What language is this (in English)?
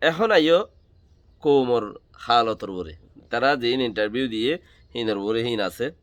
Rohingya